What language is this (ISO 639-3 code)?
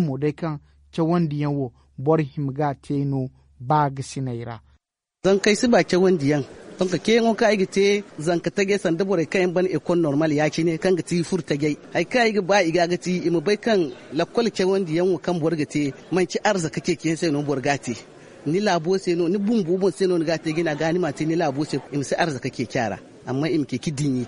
dje